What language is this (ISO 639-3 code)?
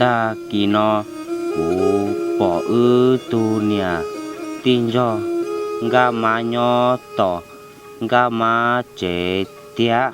hmn